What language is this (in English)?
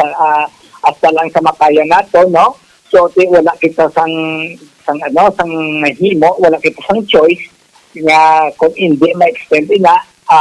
Hiligaynon